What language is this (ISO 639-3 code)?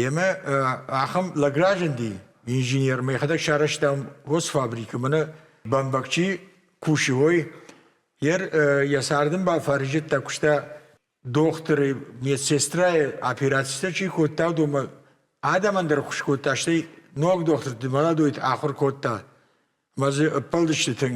oss